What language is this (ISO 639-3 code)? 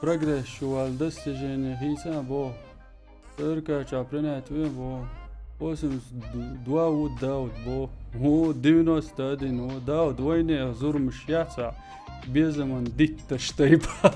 che